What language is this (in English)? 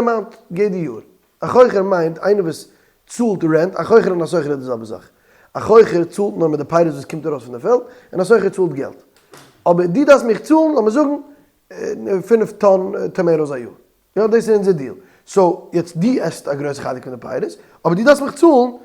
Yiddish